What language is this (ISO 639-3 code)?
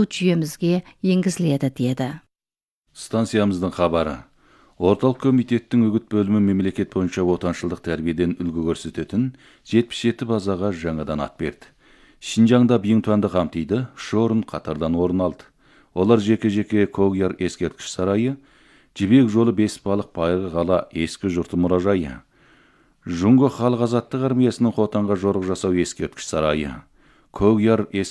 kaz